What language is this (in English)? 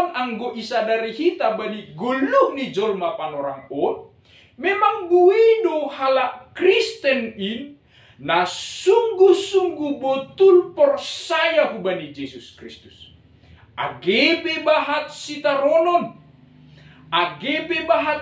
Batak Simalungun